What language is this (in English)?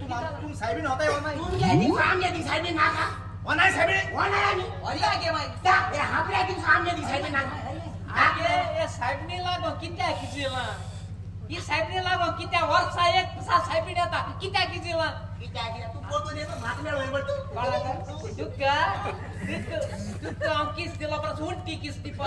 Konkani